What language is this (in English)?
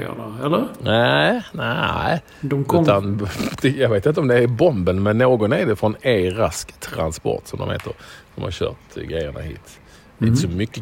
Swedish